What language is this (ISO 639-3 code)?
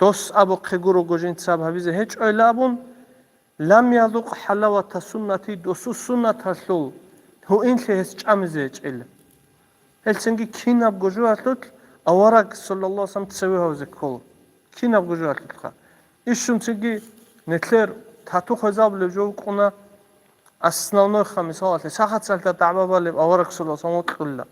ava